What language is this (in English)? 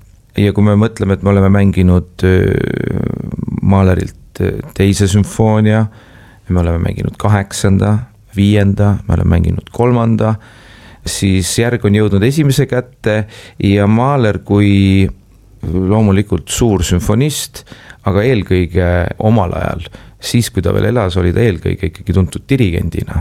Estonian